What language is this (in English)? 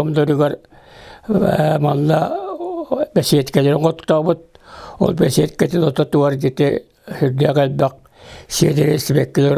Yakut